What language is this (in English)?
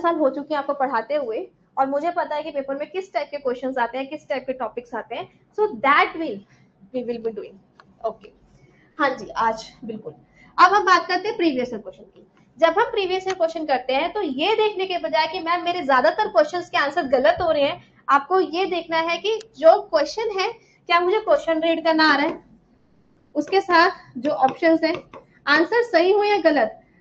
Hindi